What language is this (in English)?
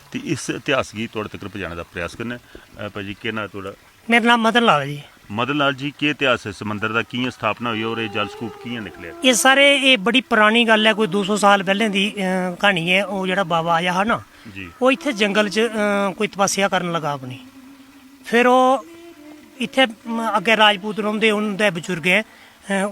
Dogri